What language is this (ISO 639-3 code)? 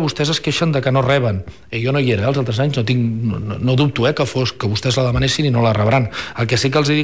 cat